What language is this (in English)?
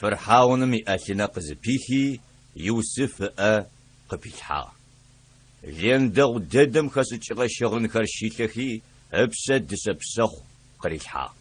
Adyghe